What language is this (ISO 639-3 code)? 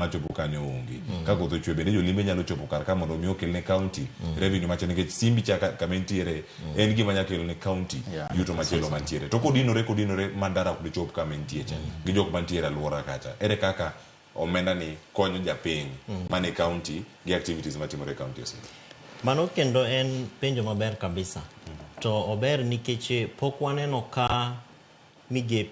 luo